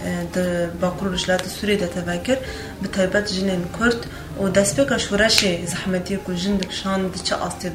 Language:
Kurdish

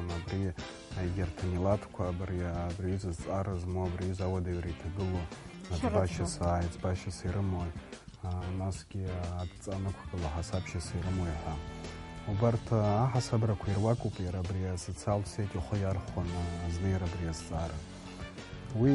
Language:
Abkhazian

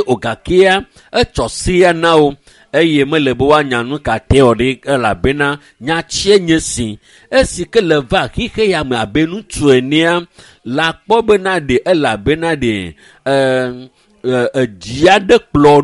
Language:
Ewe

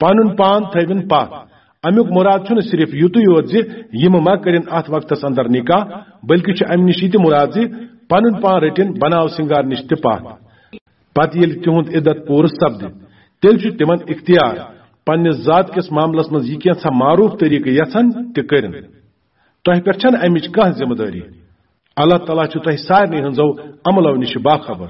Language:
Kashmiri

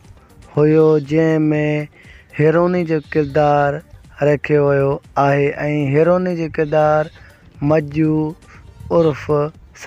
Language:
Sindhi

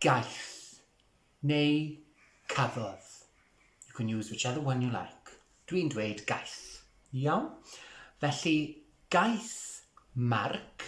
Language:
Welsh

